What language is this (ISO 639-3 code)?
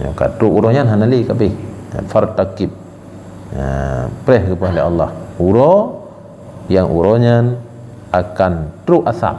ace